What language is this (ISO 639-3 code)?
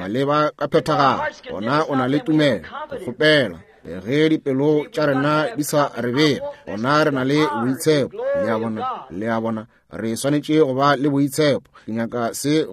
nso